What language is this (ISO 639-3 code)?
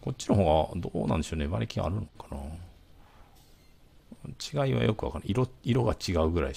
jpn